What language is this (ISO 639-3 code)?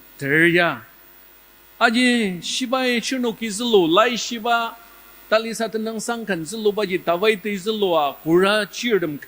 njo